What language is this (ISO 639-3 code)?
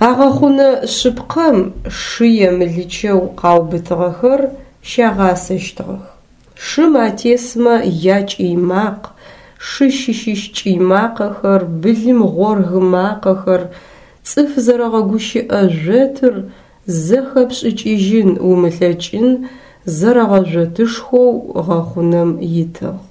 ady